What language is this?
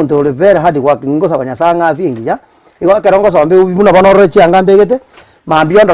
Gusii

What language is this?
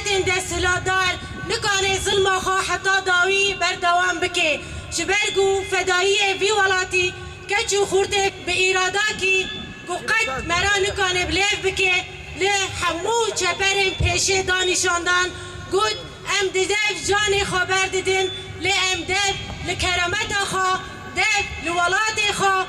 Kurdish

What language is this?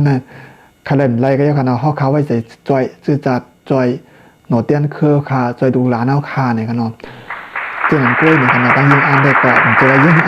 Shan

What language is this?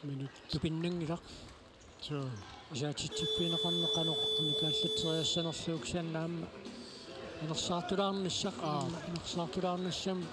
Kalaallisut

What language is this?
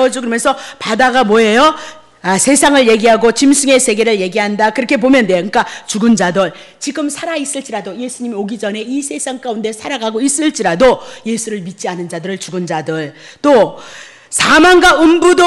Korean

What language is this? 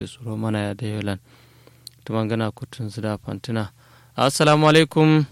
Kanuri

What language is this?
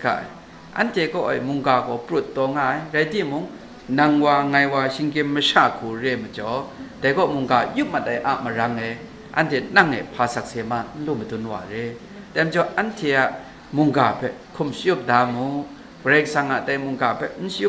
Kachin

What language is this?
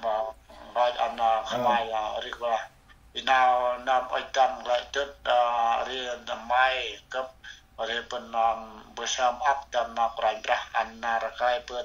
Central Mnong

